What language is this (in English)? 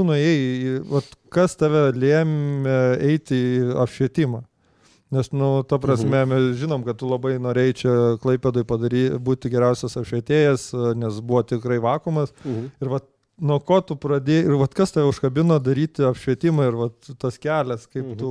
Lithuanian